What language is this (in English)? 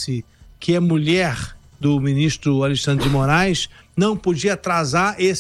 Portuguese